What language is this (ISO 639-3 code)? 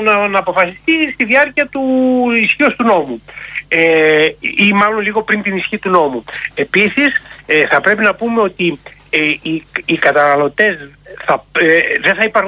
ell